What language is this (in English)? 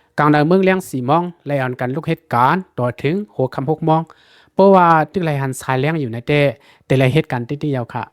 Lao